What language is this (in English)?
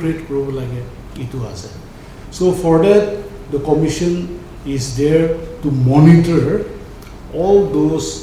Naga Pidgin